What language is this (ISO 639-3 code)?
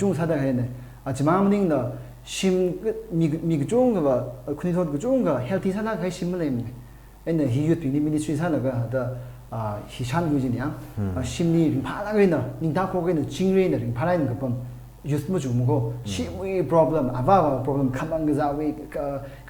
nmf